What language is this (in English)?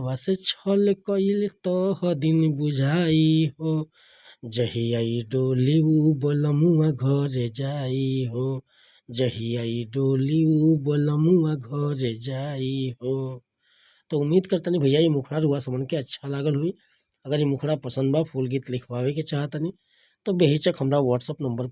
Bhojpuri